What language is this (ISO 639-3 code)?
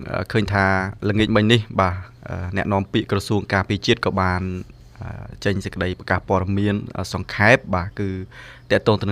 khm